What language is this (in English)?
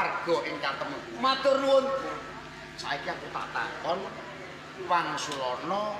Javanese